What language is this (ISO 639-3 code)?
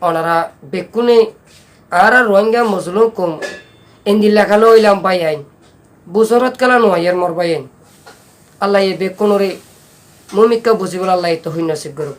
rhg